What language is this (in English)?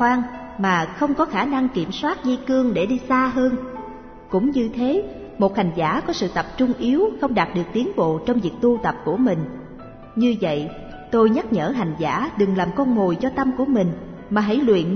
Vietnamese